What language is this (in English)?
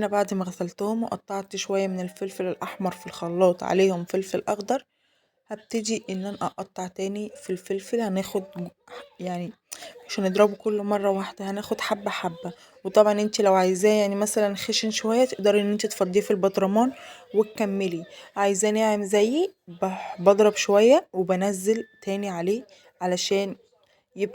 Egyptian Arabic